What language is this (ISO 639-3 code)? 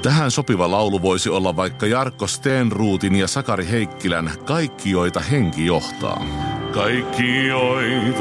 fin